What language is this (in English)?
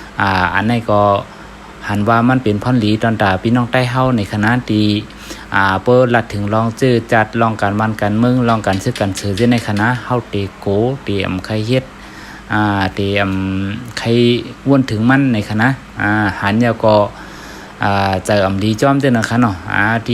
Shan